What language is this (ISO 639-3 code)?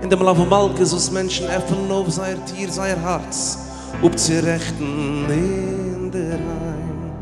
yid